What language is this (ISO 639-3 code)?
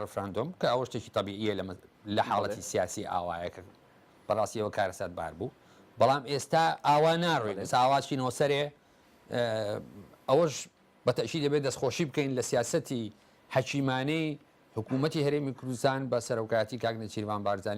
ckb